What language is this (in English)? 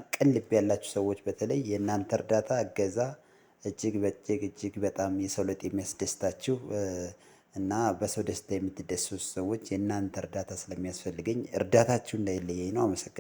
Amharic